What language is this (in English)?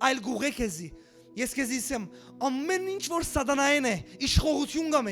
Western Armenian